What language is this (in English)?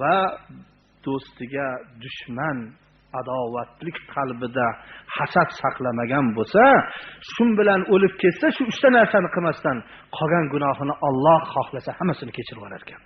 Uzbek